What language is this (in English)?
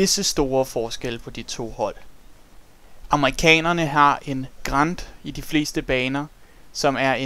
Danish